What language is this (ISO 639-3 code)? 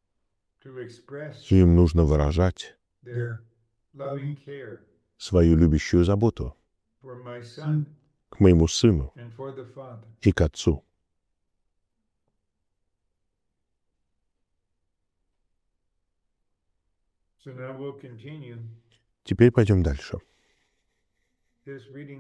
rus